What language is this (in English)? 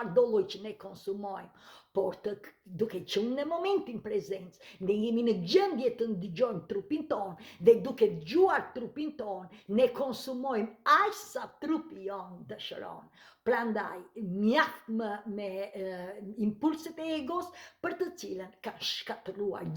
Albanian